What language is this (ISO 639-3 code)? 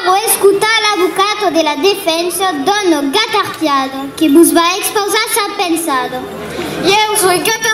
oci